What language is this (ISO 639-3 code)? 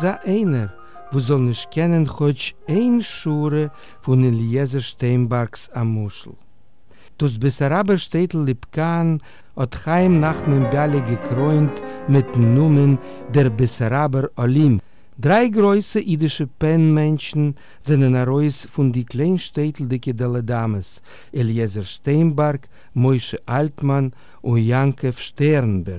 yid